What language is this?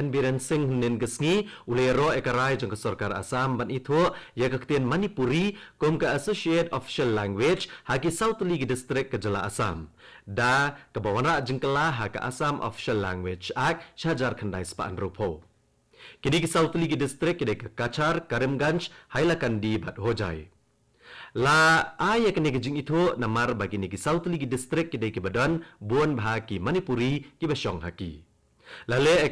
Khasi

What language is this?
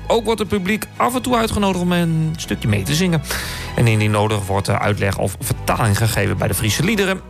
Dutch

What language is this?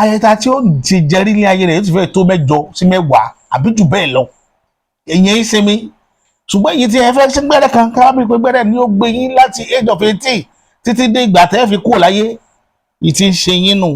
Yoruba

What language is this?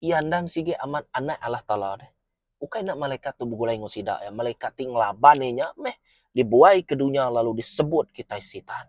Iban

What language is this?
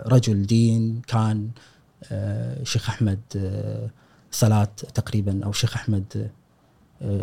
Gulf Arabic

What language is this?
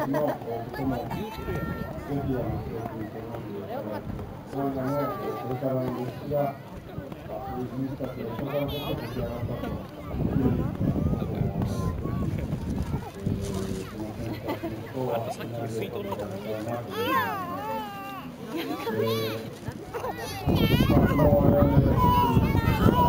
Japanese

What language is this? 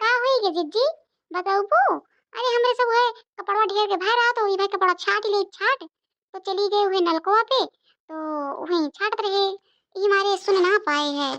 Awadhi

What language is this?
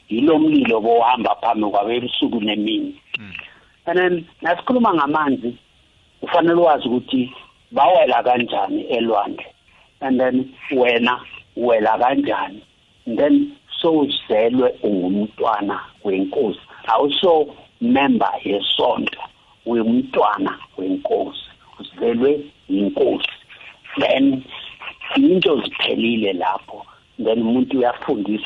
South Ndebele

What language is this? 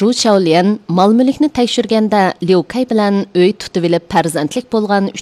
Uyghur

